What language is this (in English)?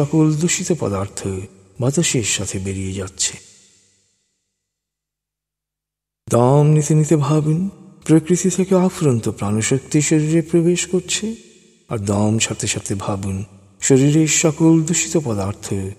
Bangla